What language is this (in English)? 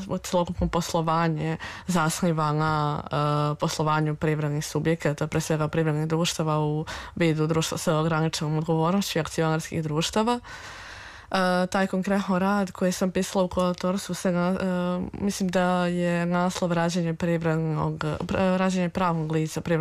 Serbian